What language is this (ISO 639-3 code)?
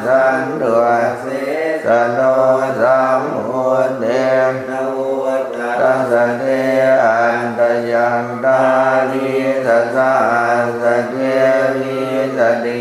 pli